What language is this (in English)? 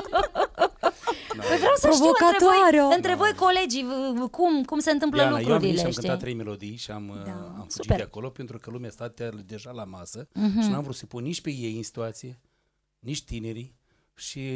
Romanian